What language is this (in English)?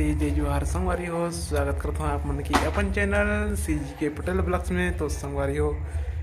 Chhattisgarhi